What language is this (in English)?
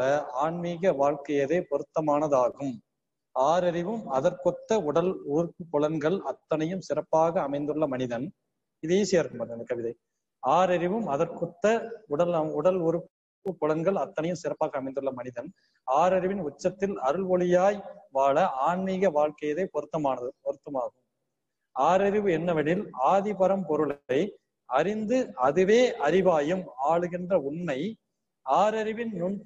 Tamil